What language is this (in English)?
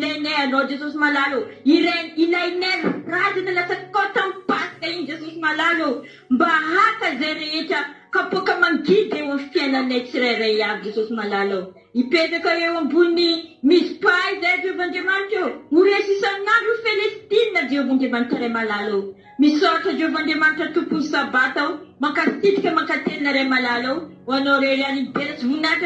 Malagasy